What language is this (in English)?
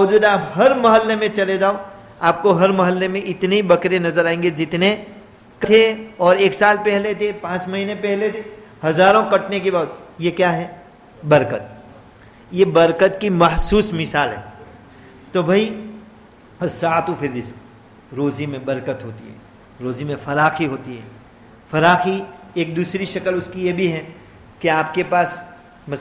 Urdu